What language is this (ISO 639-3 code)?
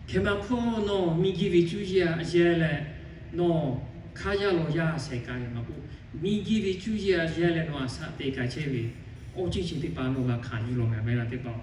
lhu